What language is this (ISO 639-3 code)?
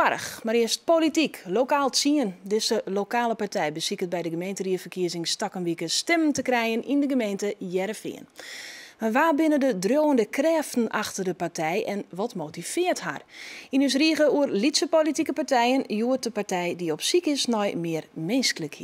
fry